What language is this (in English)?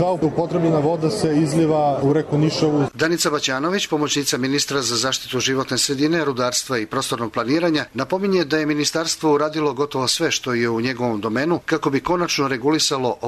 Serbian